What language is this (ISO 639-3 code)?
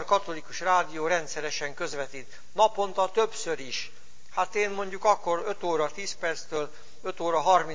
hun